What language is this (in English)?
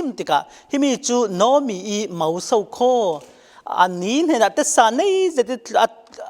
Falam Chin